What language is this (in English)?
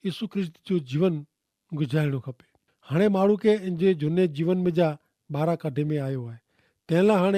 Kachhi